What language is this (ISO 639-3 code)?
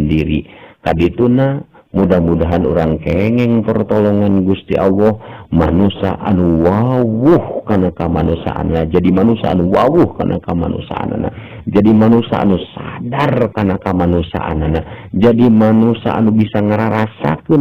sun